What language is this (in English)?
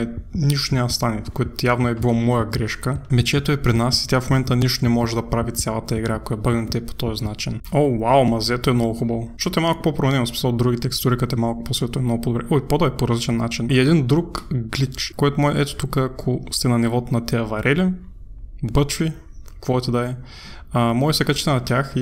Bulgarian